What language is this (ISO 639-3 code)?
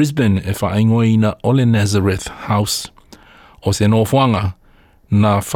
smo